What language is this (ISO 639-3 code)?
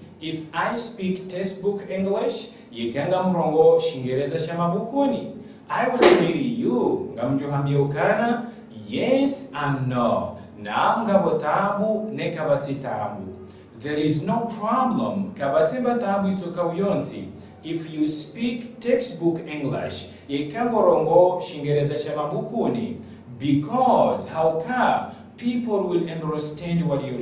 zdj